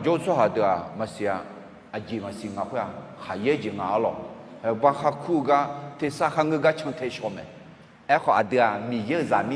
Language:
Akha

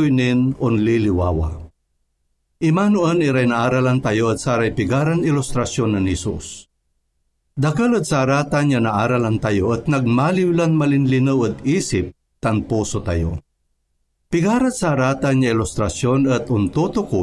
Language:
Pangasinan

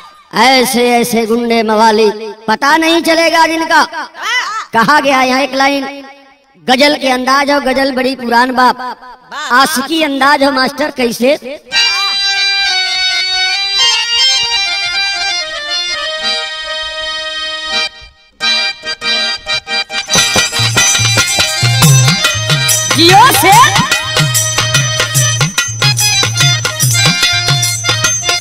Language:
Bhojpuri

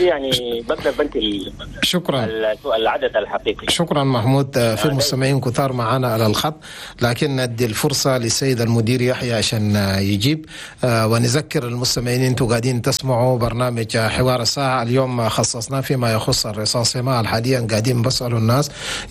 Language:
Chadian Arabic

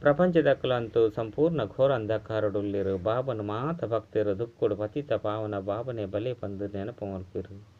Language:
Tulu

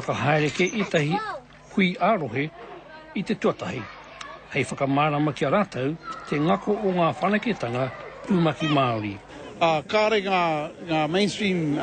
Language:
Māori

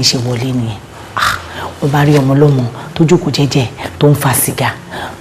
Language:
Yoruba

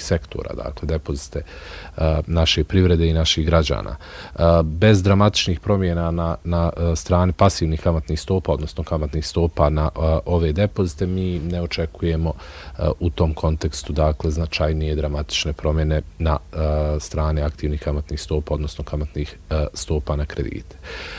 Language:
Bosnian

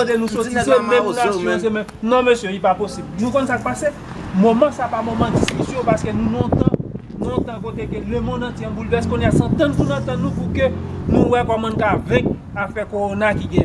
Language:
Haitian Creole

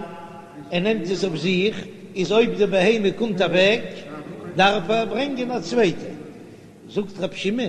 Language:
Yiddish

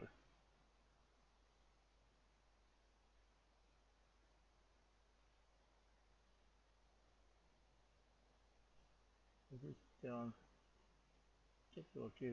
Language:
Finnish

